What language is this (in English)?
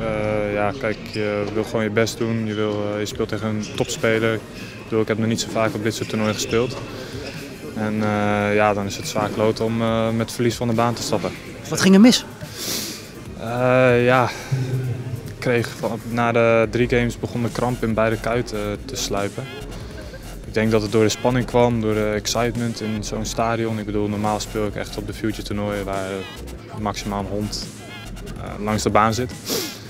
Dutch